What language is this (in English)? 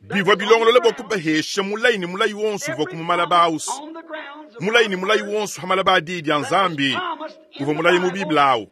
Luba-Lulua